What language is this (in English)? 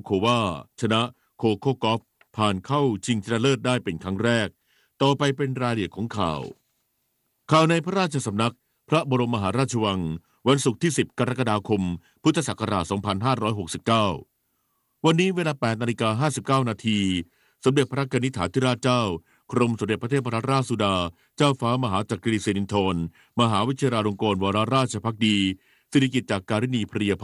Thai